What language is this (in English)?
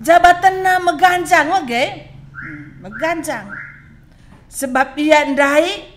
Batak Karo